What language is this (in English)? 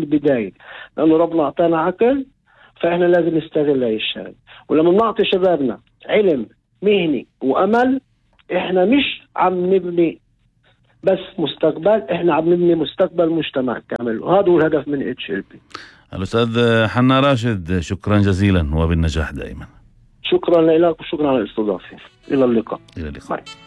North Levantine Arabic